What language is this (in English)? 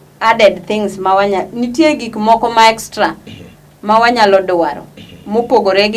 Luo (Kenya and Tanzania)